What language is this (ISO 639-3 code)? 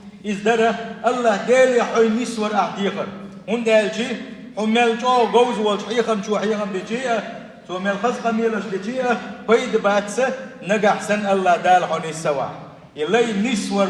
che